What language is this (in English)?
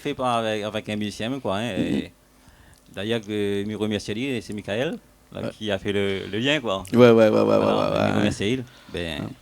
Réunion Creole French